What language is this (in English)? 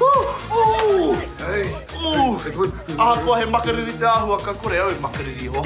Māori